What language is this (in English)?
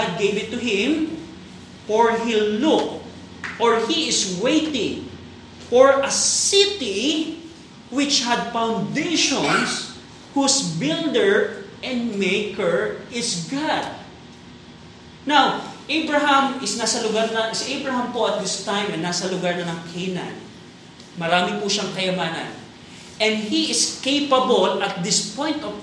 Filipino